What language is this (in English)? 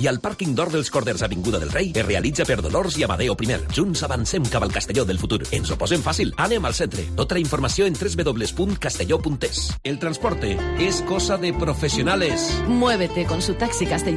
Catalan